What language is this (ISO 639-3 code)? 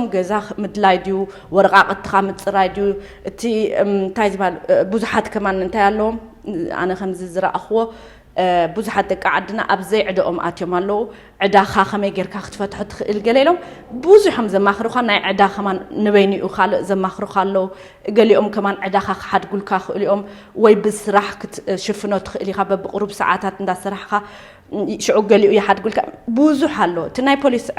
tir